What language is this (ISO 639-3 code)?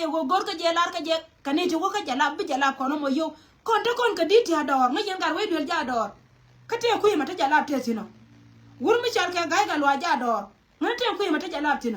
nus